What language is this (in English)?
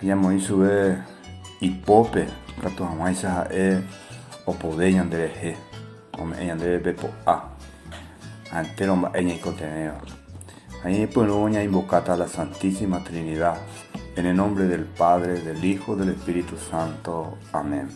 Guarani